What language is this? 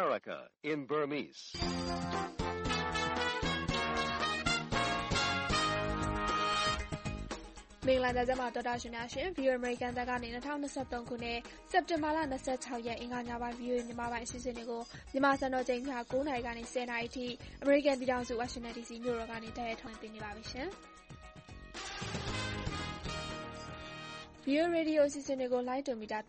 Burmese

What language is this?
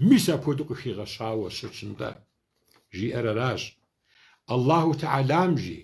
Kabardian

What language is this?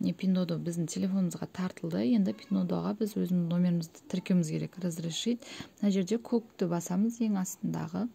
Kazakh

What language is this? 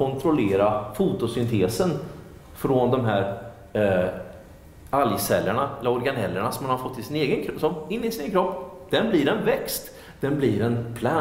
Swedish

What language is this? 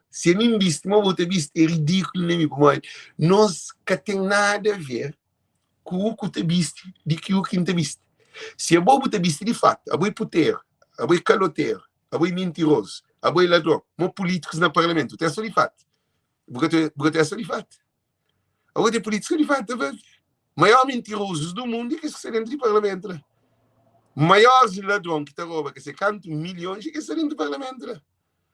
Kabuverdianu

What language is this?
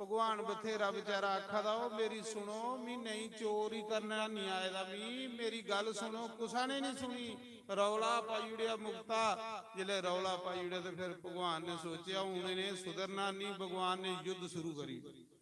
Dogri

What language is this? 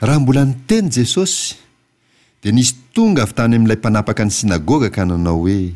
Malagasy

